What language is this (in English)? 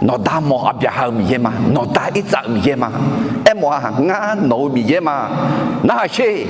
Akha